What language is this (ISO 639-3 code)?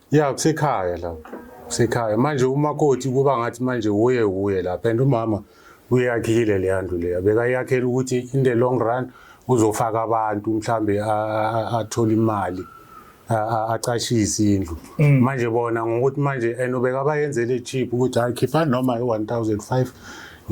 zul